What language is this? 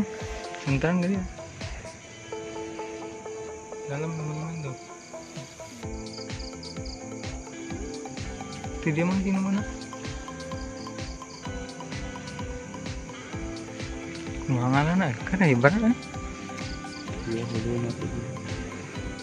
Indonesian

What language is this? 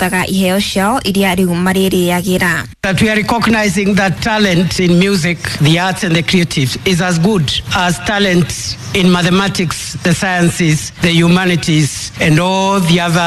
Kikuyu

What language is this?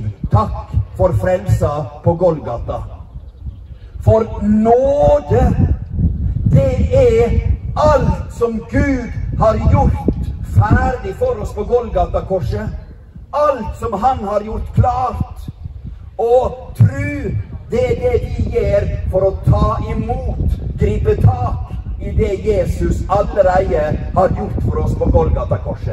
Norwegian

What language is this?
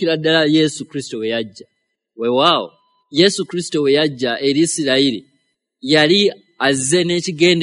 Ganda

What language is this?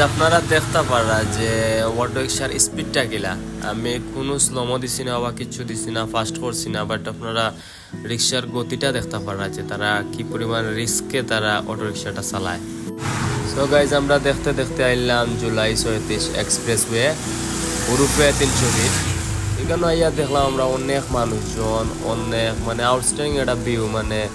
Sylheti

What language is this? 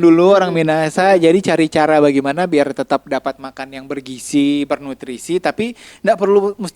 Manado Malay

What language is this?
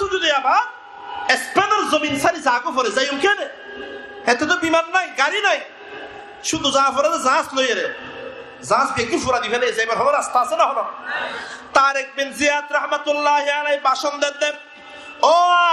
Rohingya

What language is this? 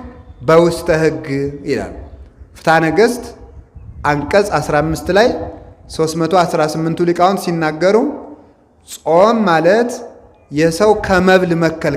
Amharic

